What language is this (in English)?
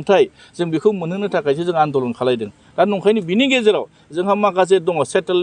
Bodo